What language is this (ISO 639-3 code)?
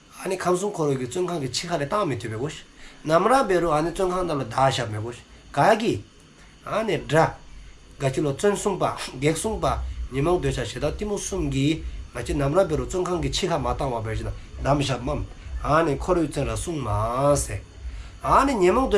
dzo